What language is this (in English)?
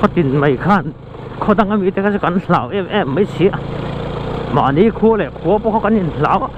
Mizo